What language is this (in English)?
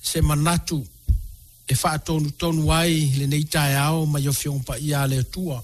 Samoan